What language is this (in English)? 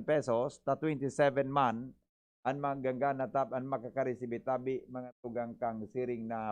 Bikol